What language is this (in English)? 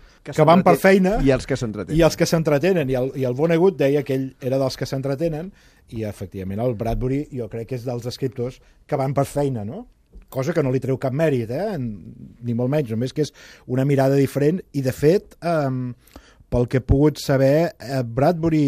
Catalan